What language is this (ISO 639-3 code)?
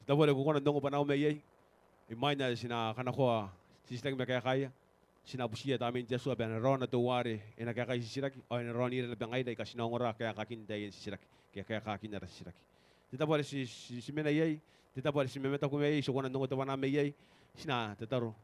gil